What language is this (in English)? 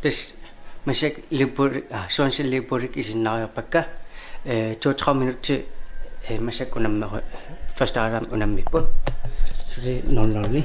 Kalaallisut